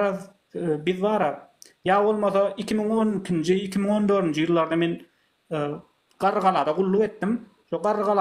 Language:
Turkmen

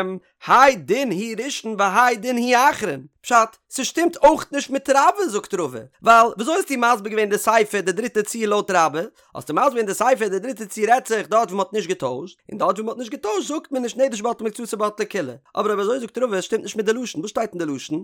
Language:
Yiddish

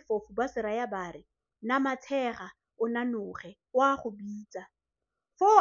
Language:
Tswana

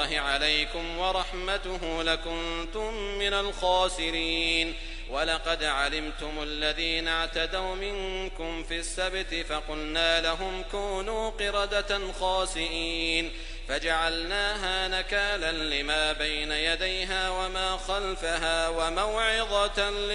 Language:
Arabic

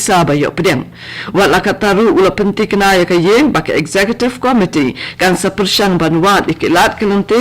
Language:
Khasi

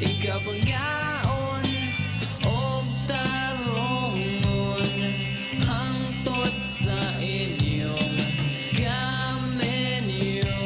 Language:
Cebuano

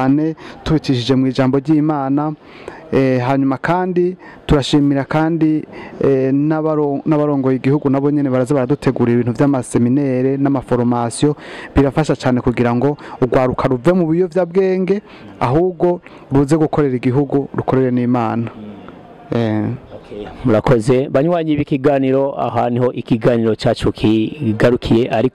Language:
Rundi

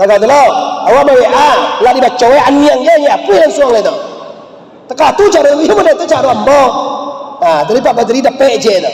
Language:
Minangkabau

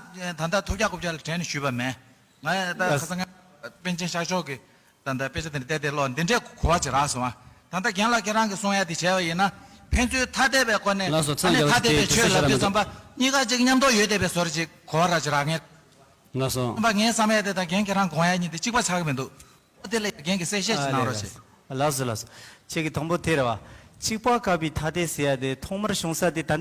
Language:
Tibetan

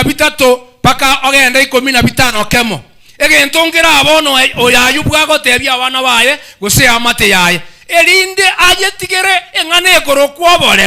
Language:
Gusii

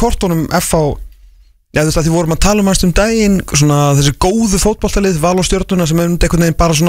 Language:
Icelandic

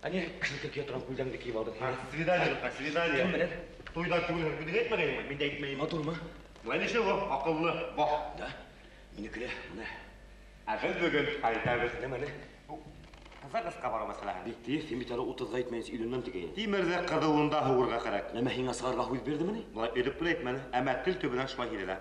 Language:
Bashkir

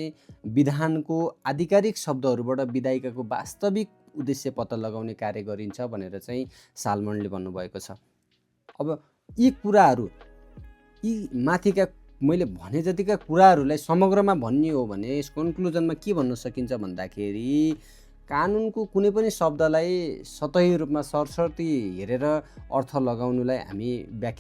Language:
Nepali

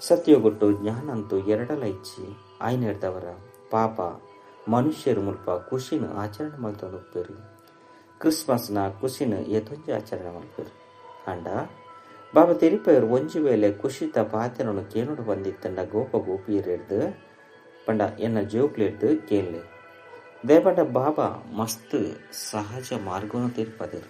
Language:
Tulu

